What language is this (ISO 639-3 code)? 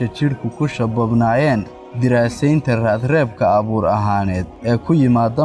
som